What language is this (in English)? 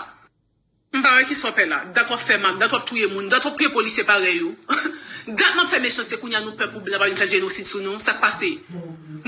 Haitian Creole